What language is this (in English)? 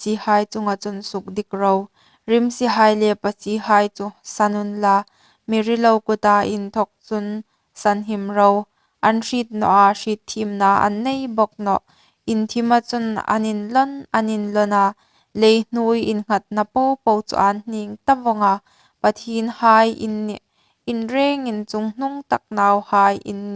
Hmar